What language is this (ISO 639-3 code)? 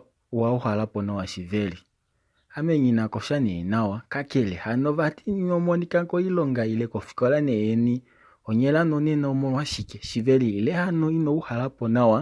kua